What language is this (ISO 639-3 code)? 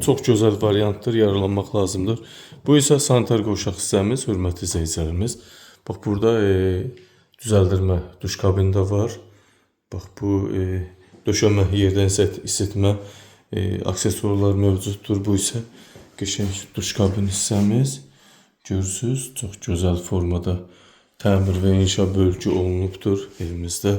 aze